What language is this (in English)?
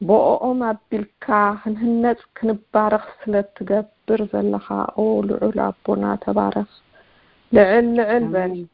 Tigrinya